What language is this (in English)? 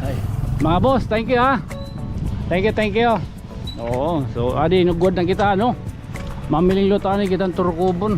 Waray